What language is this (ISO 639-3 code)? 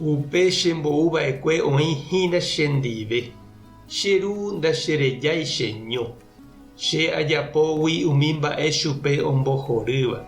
grn